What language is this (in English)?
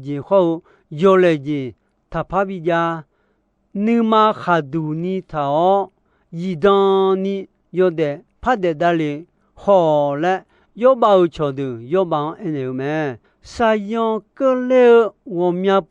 Akha